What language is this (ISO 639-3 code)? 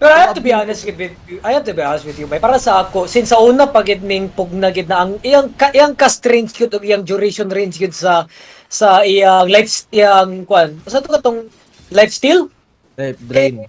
ceb